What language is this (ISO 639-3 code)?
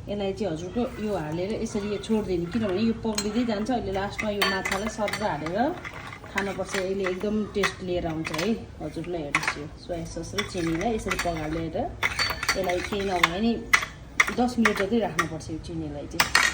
nep